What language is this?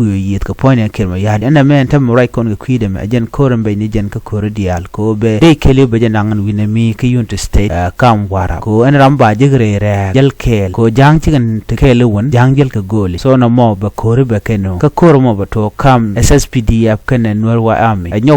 Nuer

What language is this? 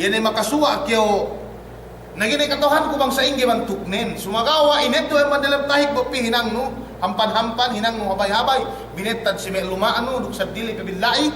Yakan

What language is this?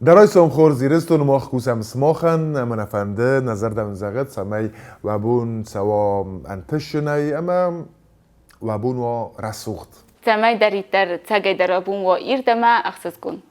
Ossetic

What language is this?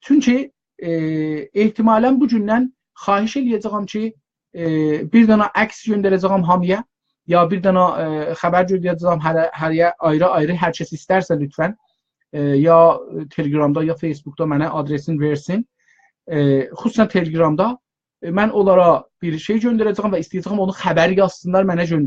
South Azerbaijani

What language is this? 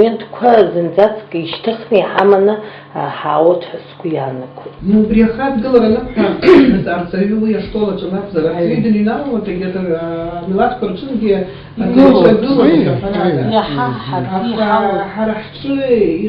Abkhazian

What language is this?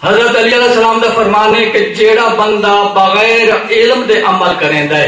Saraiki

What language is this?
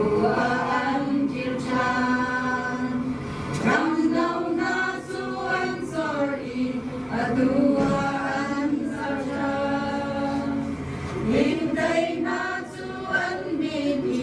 Hakha Chin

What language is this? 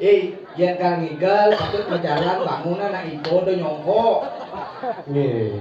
Balinese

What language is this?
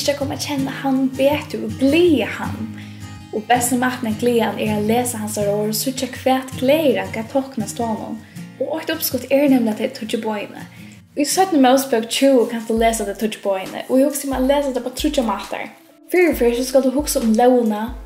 Faroese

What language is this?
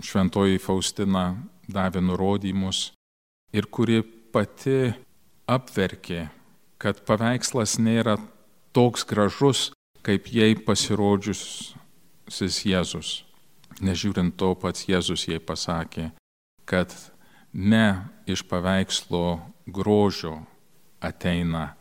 Lithuanian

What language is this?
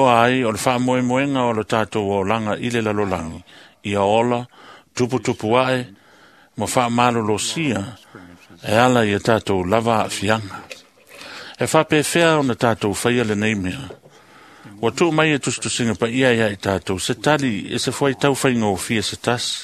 Samoan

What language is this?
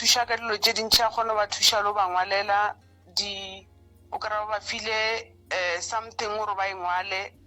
Northern Sotho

